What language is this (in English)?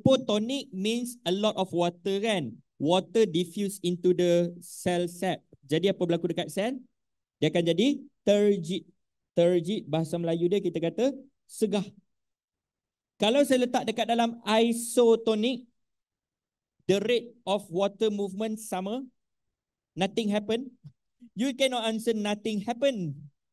Malay